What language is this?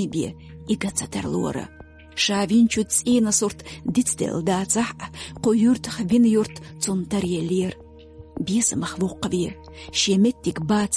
Chechen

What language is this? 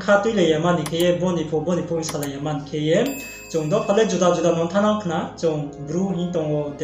Riang (India)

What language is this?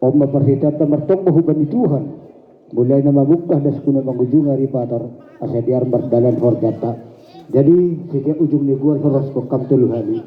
Batak Simalungun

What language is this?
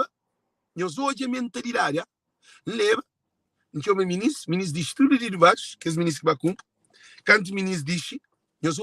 Kabuverdianu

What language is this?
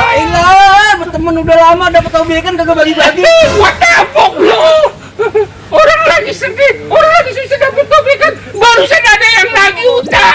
Betawi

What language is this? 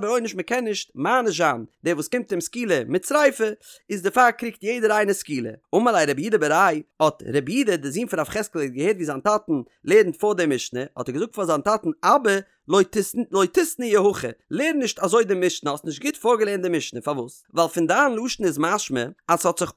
Yiddish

